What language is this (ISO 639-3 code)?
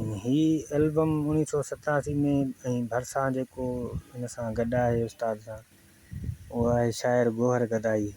snd